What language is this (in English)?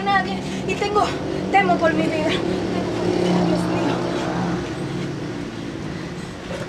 Spanish